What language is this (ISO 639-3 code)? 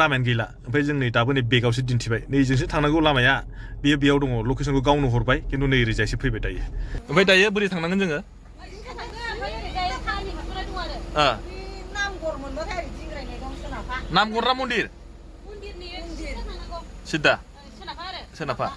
brx